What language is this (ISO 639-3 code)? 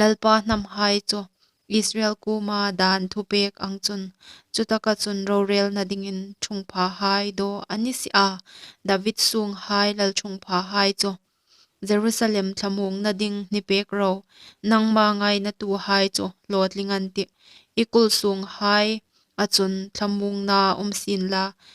hmr